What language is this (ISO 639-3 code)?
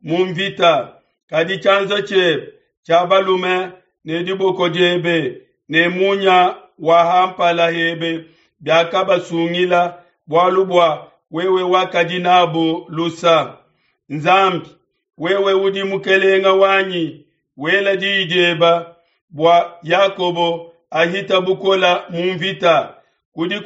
lua